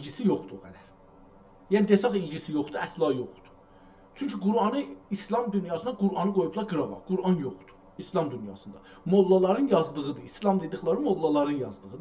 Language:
South Azerbaijani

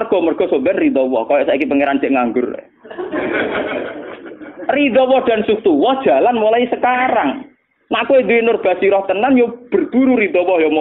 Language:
Javanese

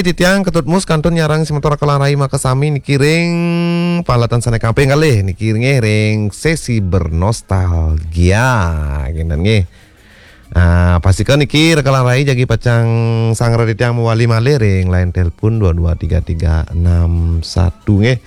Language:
Balinese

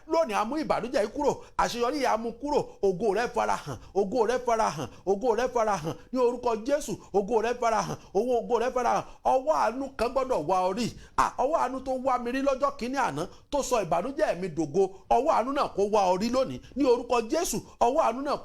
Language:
Yoruba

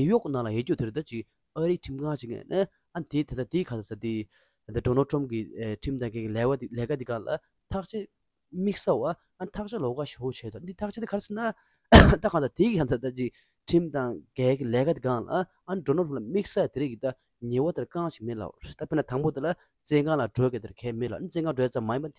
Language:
Tibetan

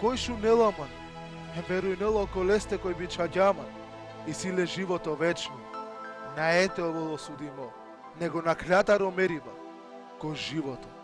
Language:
Balkan Romani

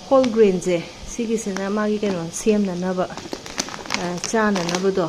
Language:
Manipuri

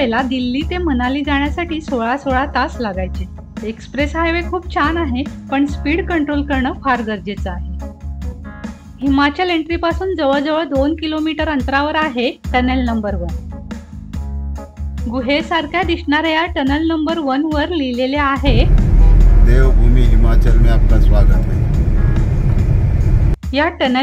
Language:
Marathi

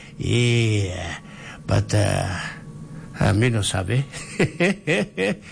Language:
Tok Pisin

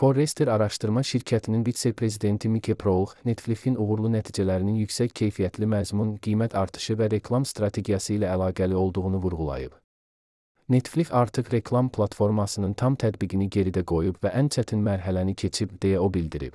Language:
Azerbaijani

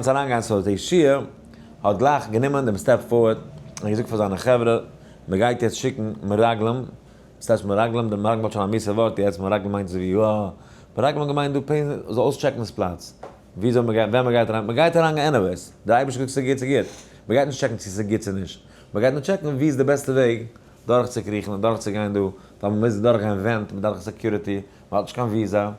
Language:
Yiddish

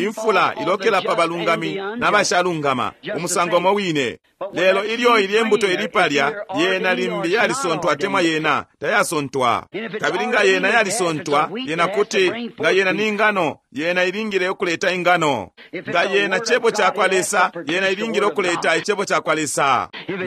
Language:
Bemba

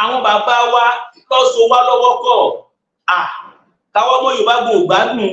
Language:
Yoruba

